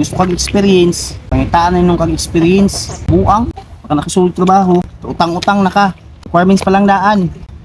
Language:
Cebuano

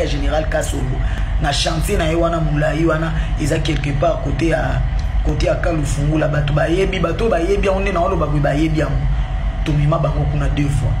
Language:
Lingala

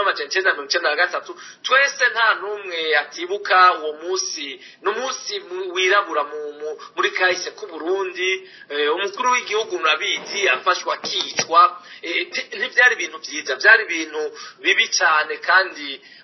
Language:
Rundi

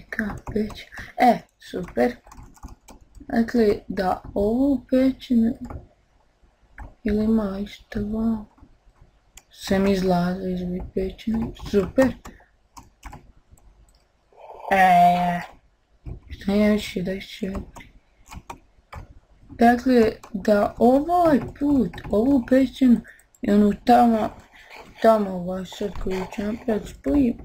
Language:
Bosnian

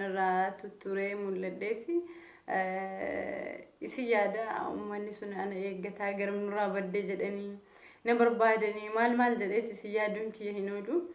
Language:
Oromo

